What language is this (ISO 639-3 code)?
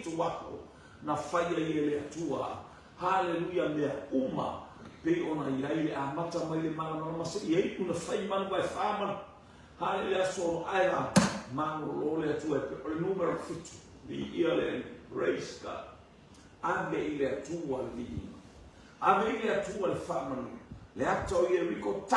smo